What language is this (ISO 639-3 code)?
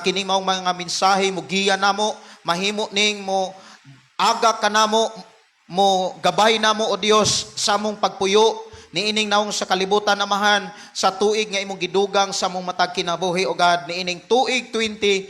ceb